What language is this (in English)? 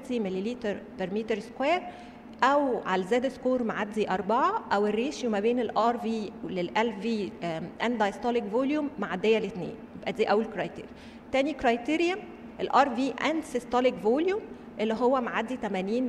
Egyptian Arabic